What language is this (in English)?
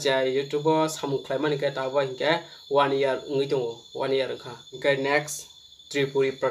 Kok Borok